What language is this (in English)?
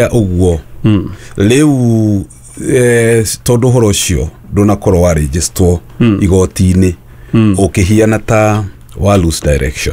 Kikuyu